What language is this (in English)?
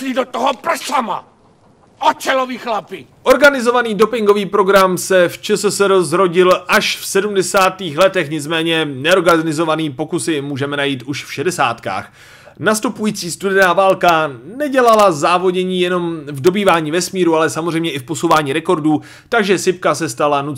Czech